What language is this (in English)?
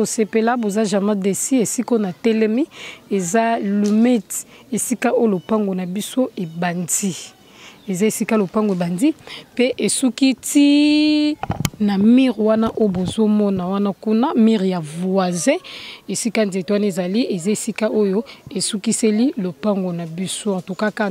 Lingala